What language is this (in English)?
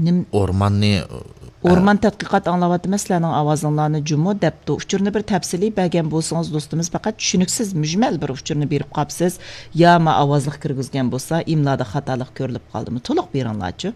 Uyghur